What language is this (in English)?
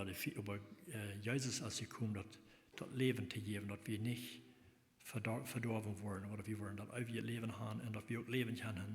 Plautdietsch